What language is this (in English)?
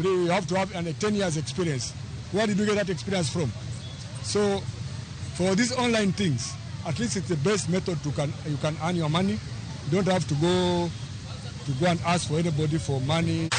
Luo (Kenya and Tanzania)